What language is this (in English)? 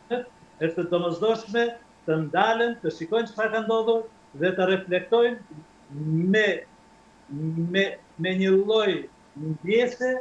Albanian